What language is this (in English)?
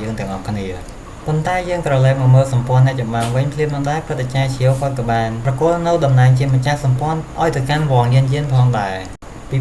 Khmer